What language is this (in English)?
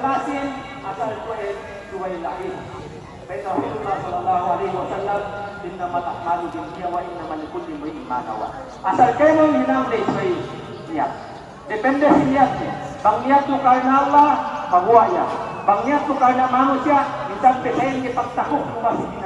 Yakan